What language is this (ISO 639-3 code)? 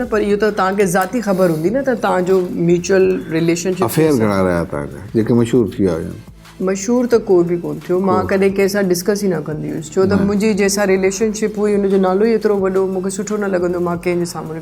snd